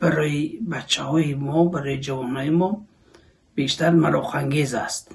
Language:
Tajik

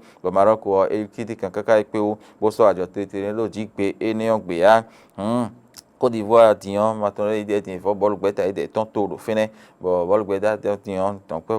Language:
Fon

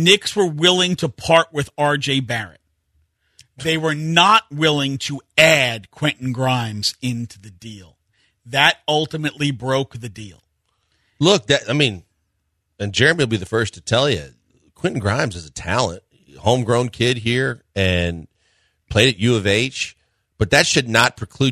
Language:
English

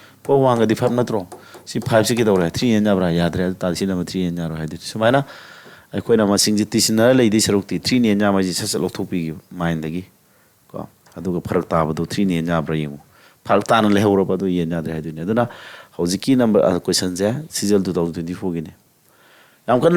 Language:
Manipuri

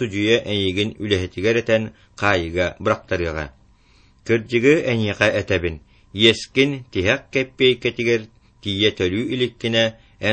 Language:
Yakut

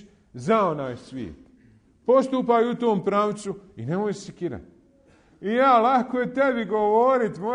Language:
Bosnian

